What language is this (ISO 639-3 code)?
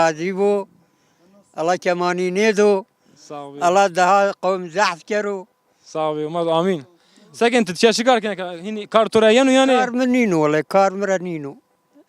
zza